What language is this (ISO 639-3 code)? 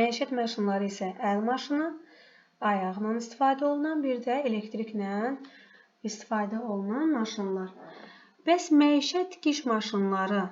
aze